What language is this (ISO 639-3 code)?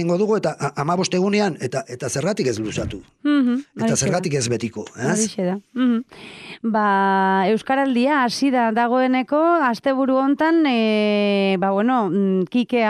eus